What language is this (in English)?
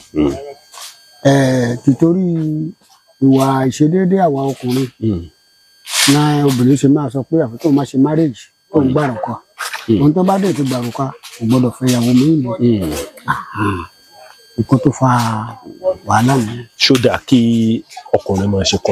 Yoruba